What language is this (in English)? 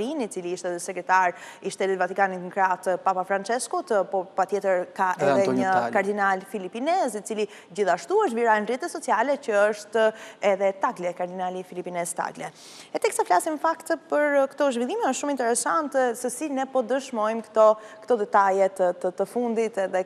Albanian